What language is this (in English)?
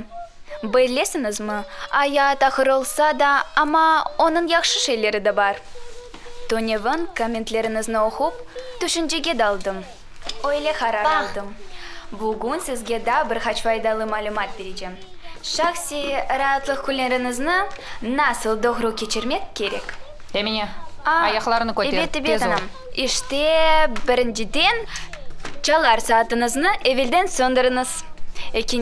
Crimean Tatar